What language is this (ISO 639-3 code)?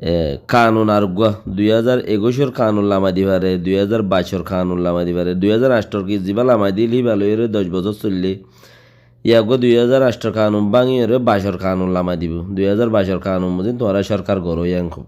rhg